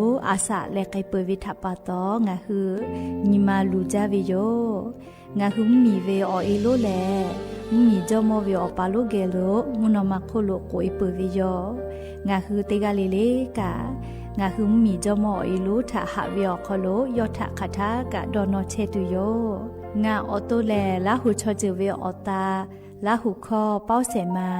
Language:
Lahu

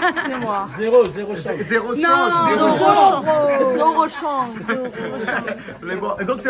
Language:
Réunion Creole French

